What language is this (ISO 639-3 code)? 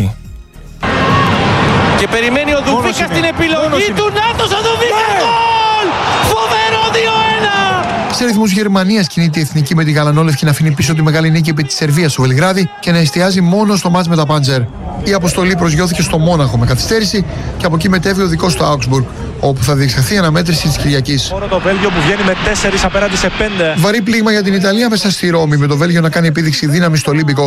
ell